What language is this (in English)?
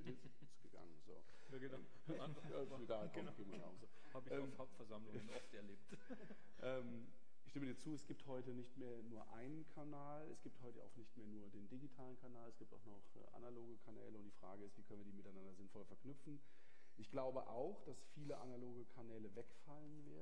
German